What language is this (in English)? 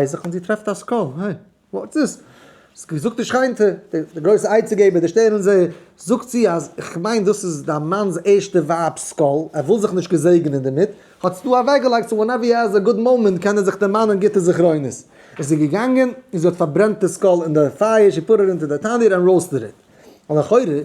Yiddish